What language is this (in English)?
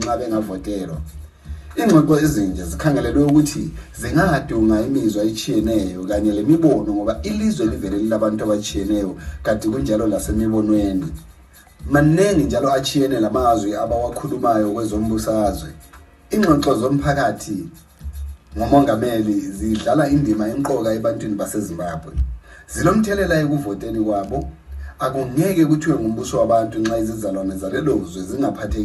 North Ndebele